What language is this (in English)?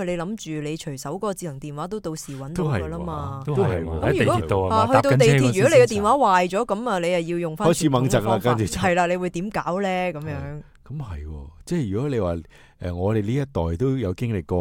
Cantonese